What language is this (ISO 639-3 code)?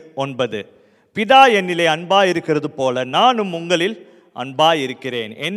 tam